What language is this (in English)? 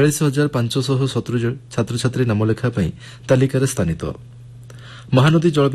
Odia